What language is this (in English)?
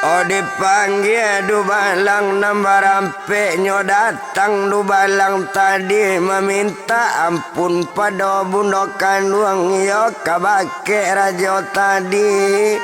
Minangkabau